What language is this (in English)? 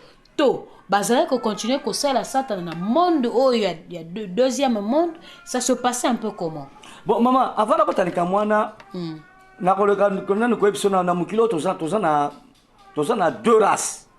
Lingala